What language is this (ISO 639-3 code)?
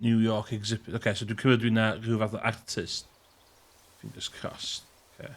cym